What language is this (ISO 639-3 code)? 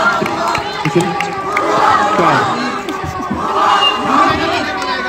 hin